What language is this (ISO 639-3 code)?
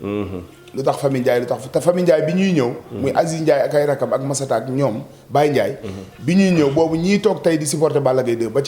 wol